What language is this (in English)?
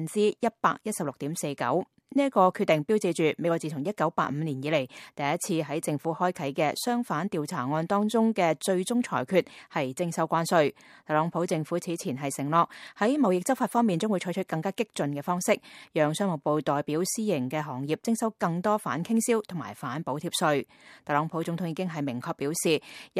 Cantonese